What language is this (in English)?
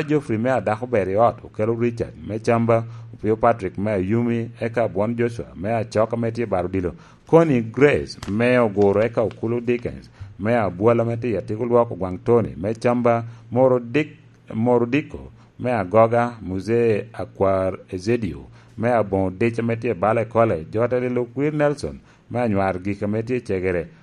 Lango (Uganda)